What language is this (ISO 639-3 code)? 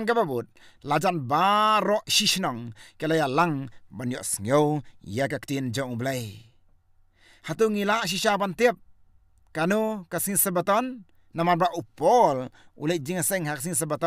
kha